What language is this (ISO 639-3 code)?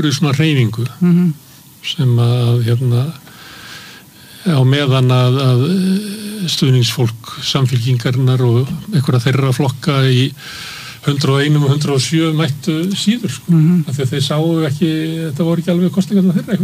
isl